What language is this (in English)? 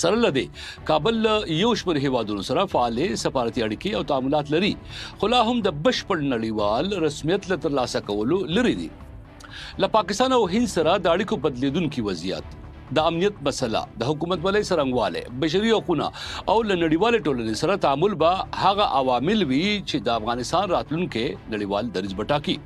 Pashto